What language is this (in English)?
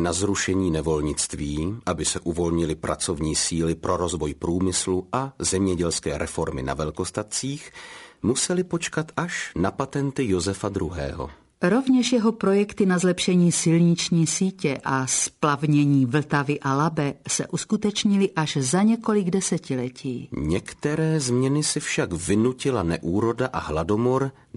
Czech